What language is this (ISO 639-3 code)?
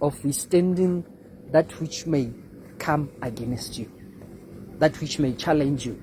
tsn